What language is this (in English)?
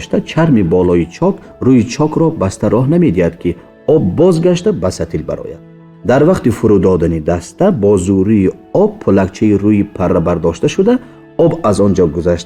Tajik